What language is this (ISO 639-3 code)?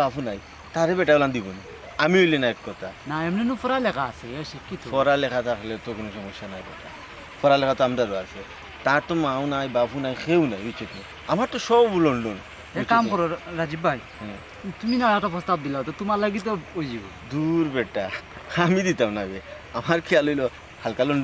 syl